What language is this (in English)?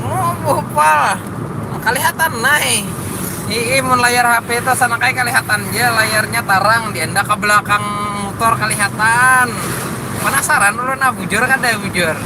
Banjar